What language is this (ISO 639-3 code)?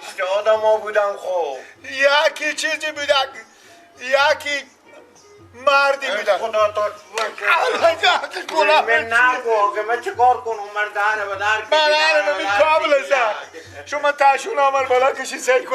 fas